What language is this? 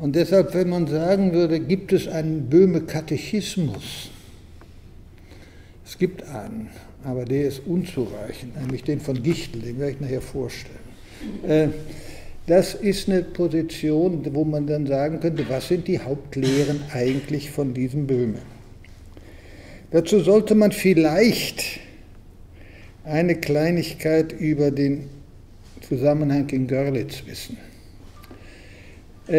German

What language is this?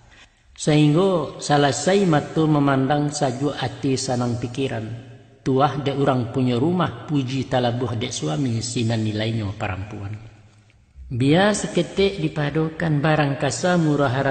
Minangkabau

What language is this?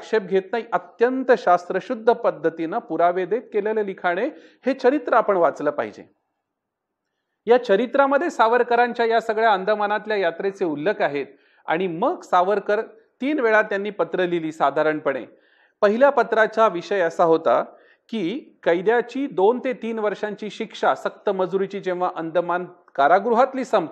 Marathi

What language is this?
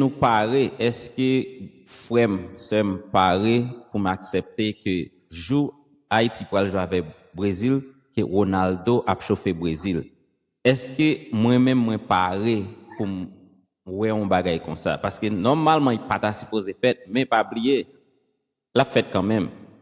Haitian Creole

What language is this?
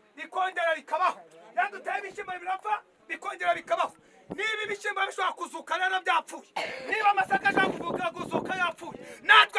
Kinyarwanda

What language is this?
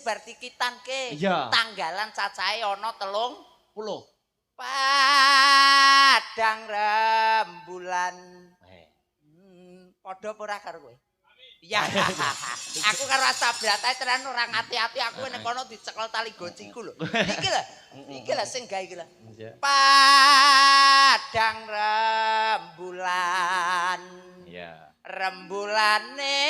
Javanese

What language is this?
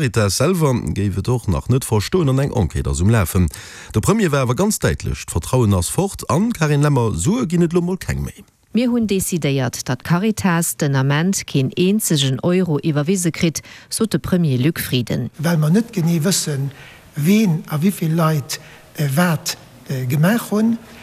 Luxembourgish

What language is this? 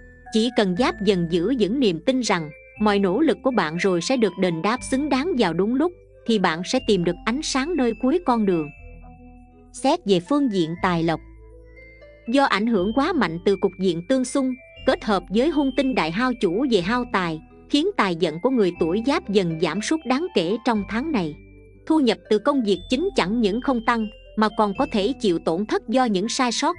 Vietnamese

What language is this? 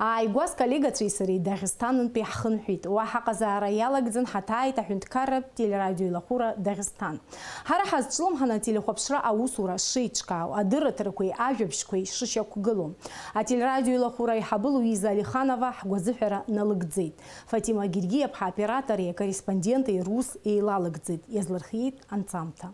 Abkhazian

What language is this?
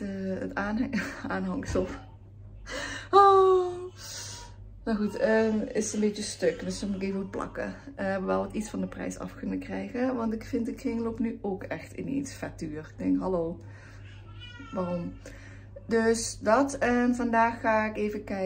Dutch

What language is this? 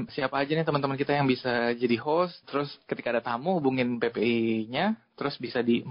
Indonesian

